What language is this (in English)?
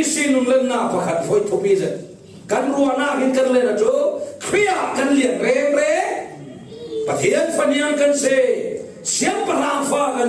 Falam Chin